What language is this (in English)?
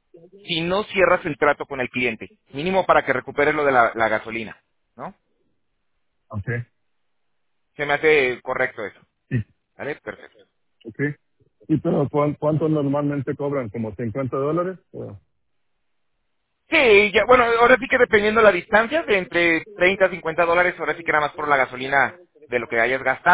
Spanish